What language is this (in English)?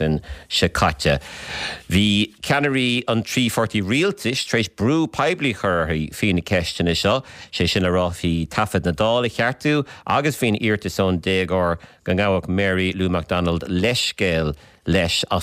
Irish